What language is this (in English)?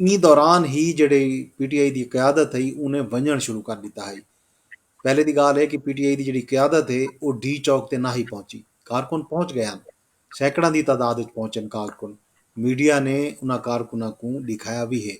Saraiki